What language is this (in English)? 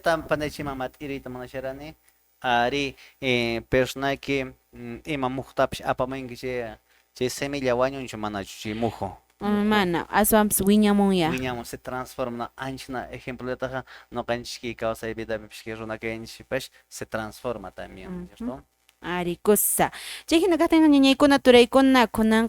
Quechua